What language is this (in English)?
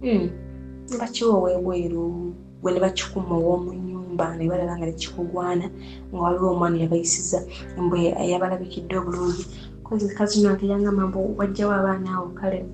Ganda